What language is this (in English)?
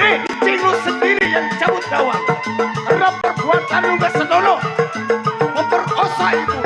Betawi